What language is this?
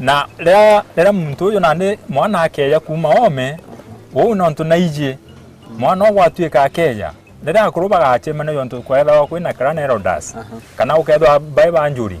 Meru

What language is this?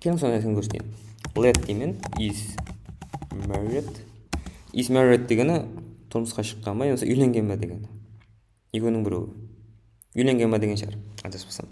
Kara-Kalpak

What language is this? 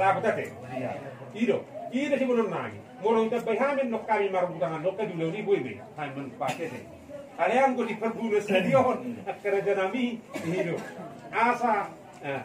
Batak Toba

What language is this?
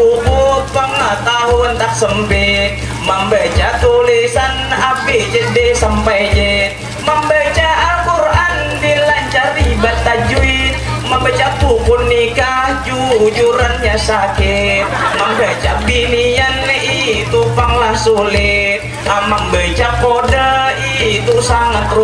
Banjar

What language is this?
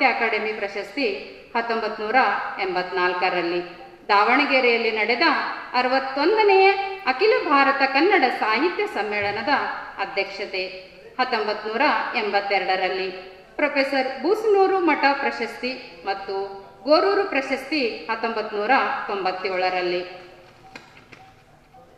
Kannada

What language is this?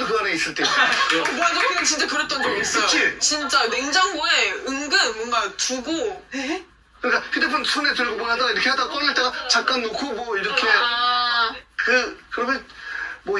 Korean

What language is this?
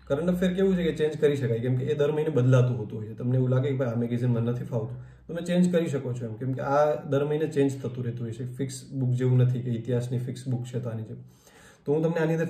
Gujarati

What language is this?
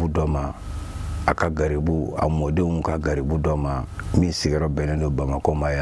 Bambara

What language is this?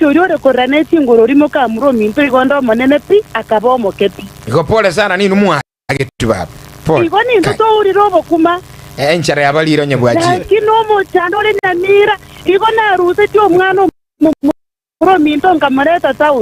Gusii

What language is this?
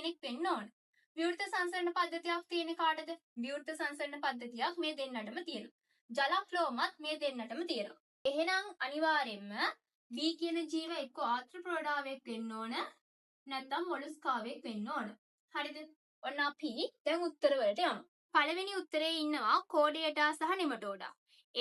Sinhala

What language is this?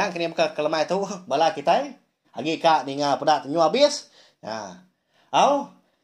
Iban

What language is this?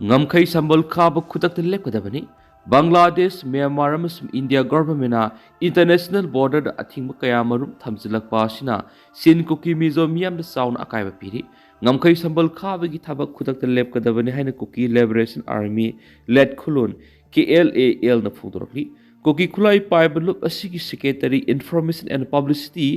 Manipuri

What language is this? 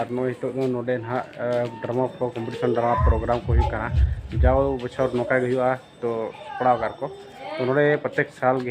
Santali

